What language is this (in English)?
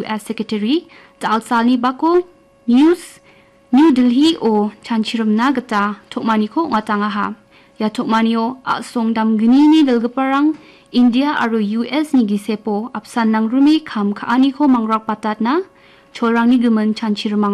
Garo